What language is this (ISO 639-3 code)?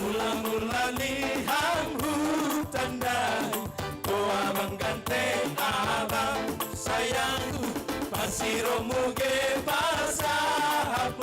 bts